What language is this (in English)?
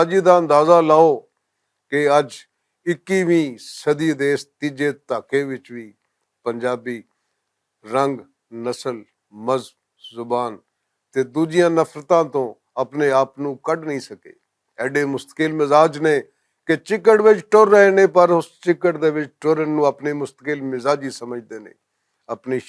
Western Panjabi